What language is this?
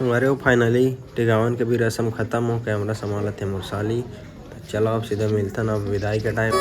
Chhattisgarhi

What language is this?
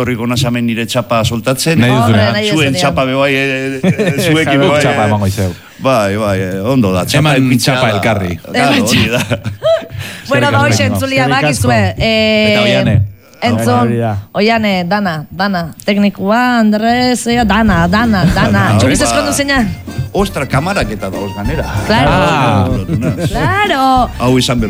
Basque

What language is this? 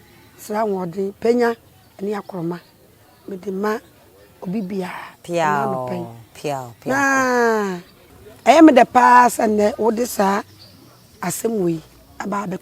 Akan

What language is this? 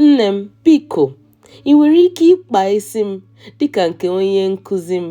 Igbo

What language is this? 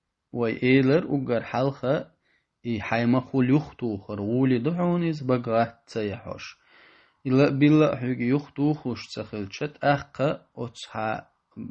Chechen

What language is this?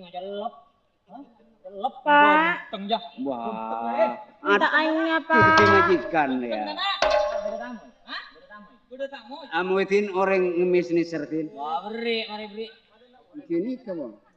Madurese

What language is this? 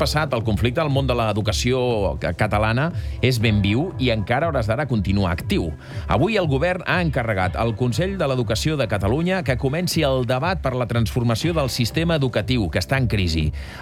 Catalan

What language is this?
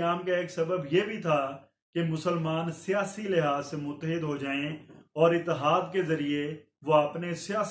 Urdu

